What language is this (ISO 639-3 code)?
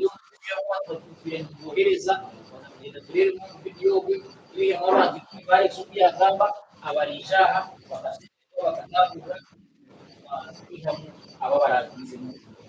nyn